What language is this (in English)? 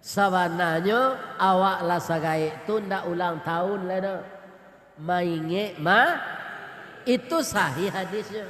Minangkabau